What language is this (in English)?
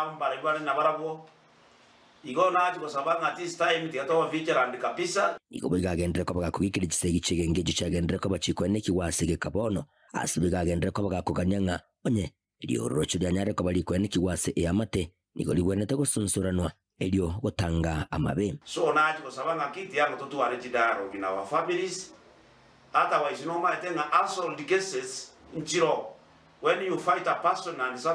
Gusii